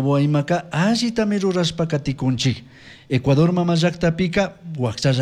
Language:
Chimborazo Highland Quichua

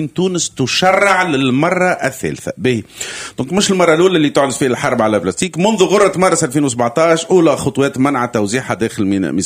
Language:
Tunisian Arabic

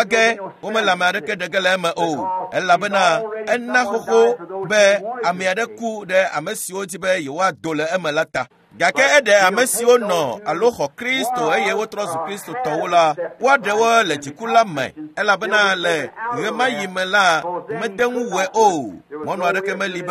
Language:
Ewe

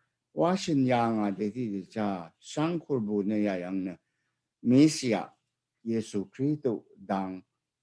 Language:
Rawang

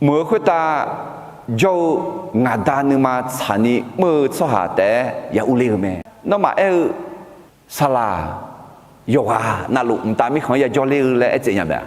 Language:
Akha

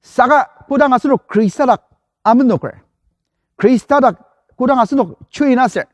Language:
Ao Naga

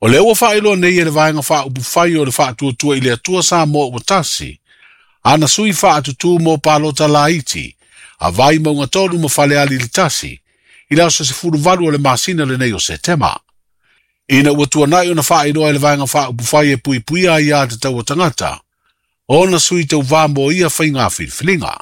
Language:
Samoan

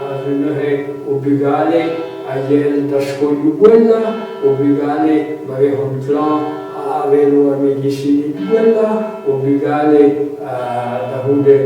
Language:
Breton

